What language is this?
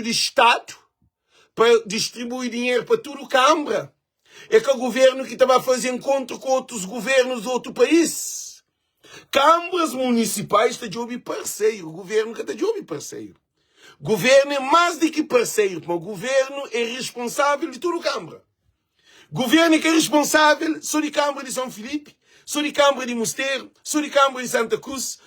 Kabuverdianu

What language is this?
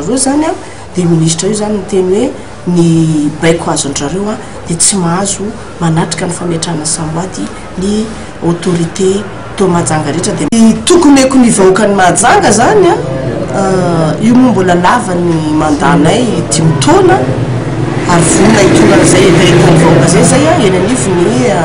Malagasy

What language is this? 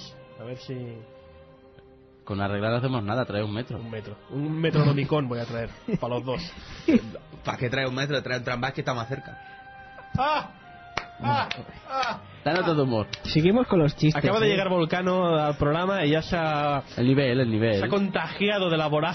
Spanish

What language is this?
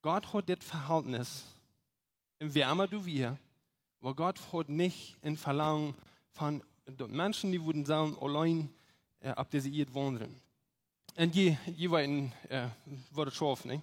Plautdietsch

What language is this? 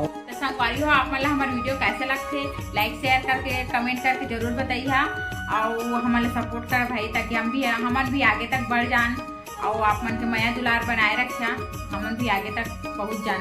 Chhattisgarhi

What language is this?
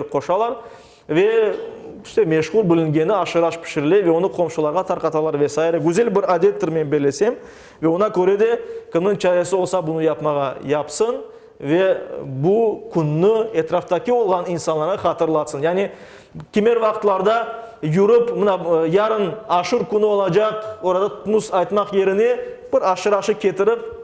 Crimean Tatar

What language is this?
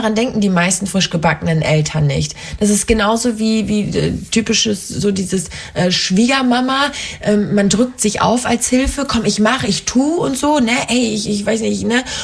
German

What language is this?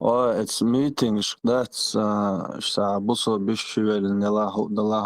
Chechen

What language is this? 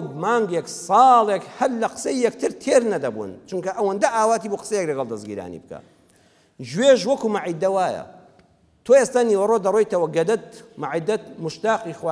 Central Kurdish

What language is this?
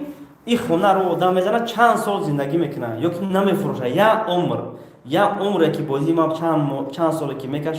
Tajik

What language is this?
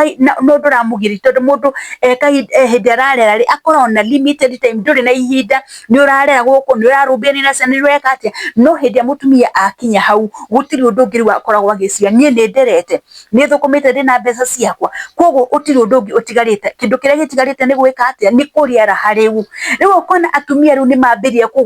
Kikuyu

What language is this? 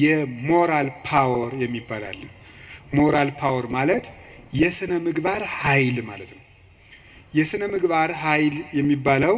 Amharic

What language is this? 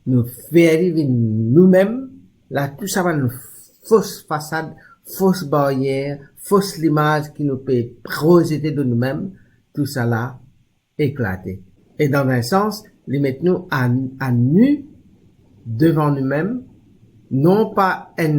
Morisyen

